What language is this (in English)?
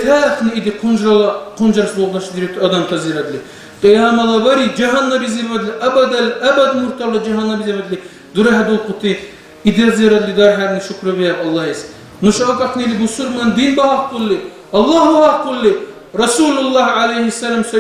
Dargwa